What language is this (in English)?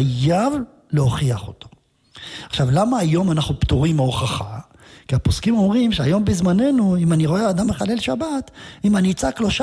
Hebrew